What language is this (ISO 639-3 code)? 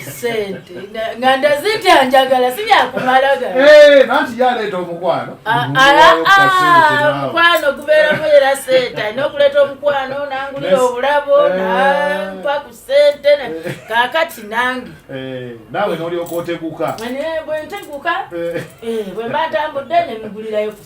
lug